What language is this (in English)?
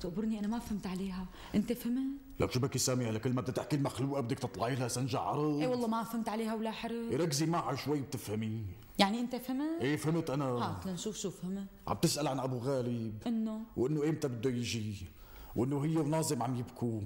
North Levantine Arabic